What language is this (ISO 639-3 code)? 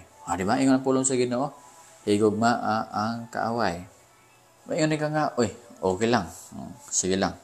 ceb